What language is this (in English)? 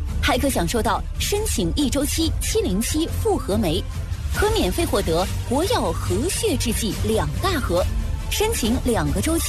Chinese